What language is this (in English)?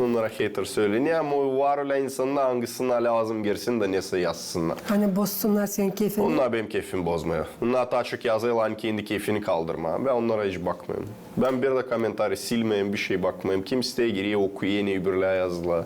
Gagauz